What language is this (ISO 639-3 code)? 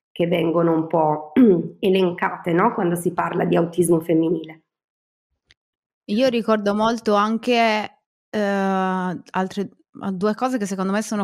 ita